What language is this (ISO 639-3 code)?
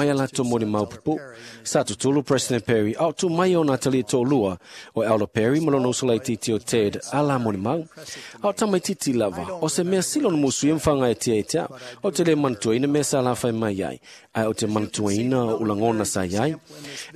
smo